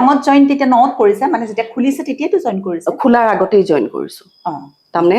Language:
Assamese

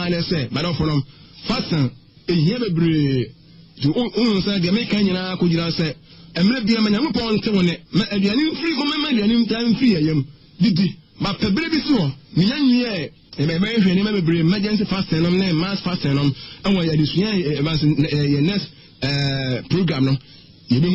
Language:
Akan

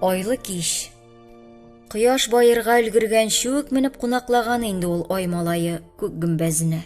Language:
Tatar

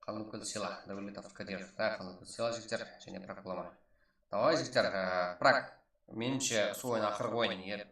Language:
Kara-Kalpak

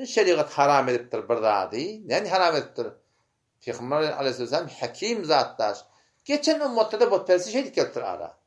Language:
Turkmen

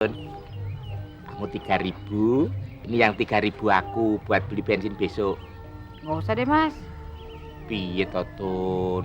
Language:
Betawi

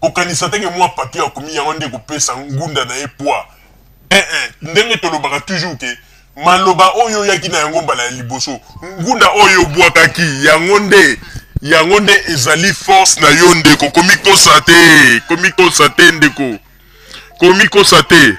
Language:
Lingala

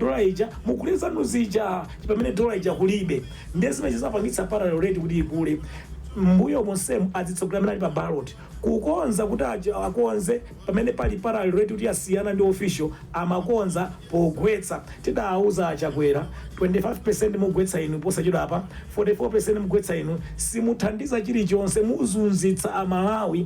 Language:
Nyanja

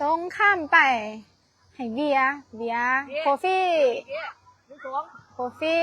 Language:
Lao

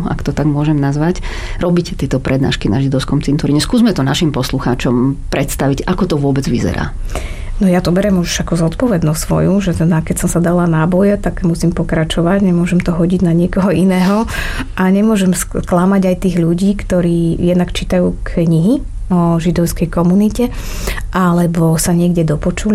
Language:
Slovak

